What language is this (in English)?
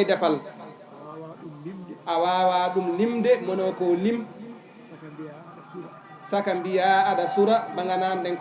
Fula